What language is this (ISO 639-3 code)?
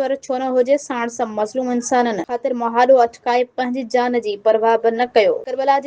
snd